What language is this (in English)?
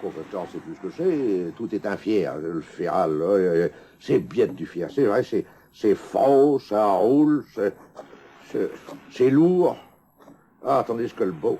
Picard